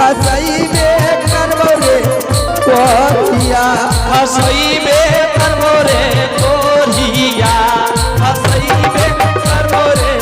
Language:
Angika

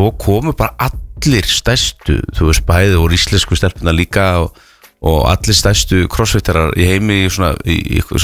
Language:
Icelandic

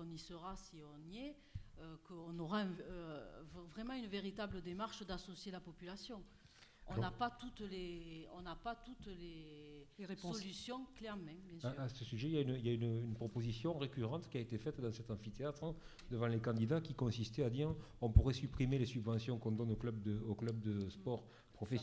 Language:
French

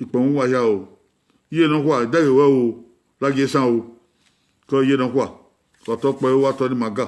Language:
Bini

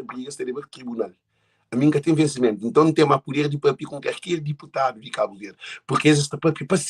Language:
Kabuverdianu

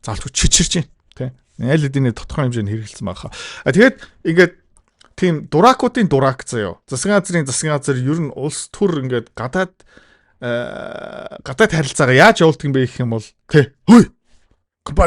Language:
Mongolian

